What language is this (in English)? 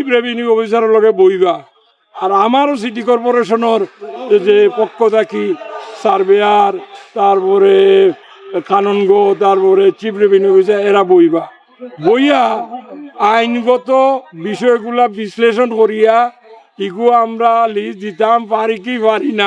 Sylheti